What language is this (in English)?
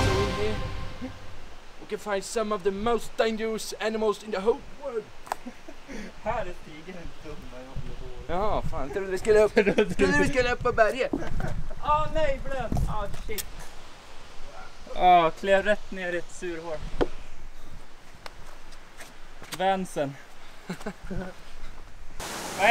Swedish